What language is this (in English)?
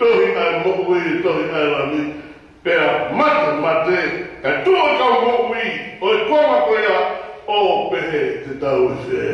Tongan